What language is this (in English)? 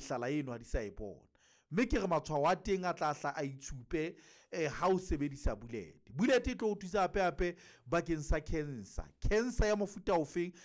Southern Sotho